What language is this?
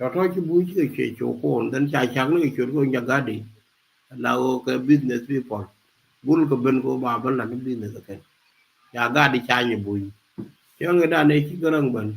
Nuer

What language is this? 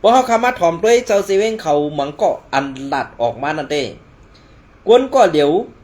Shan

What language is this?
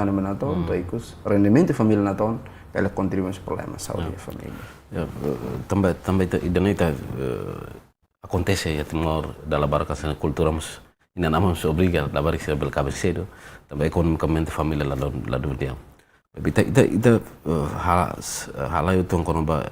Tetum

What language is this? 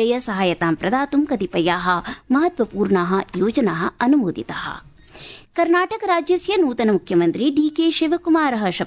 Sanskrit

